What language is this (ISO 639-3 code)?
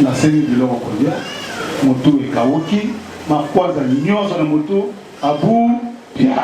lin